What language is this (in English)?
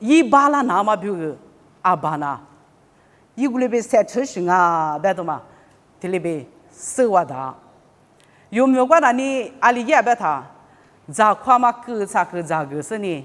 Lisu